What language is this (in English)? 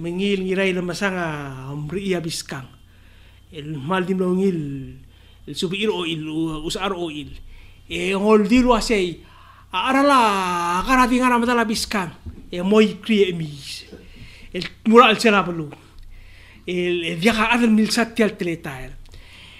Palauan